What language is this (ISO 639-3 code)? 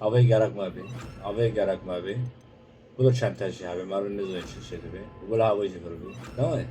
kur